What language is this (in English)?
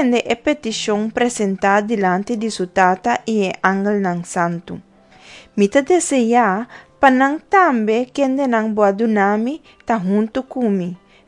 Papiamento